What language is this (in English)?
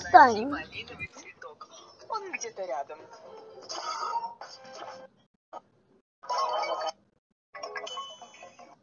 Russian